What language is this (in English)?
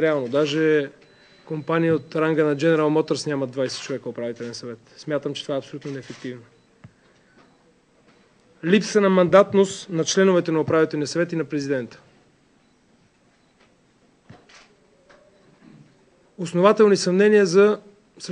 Bulgarian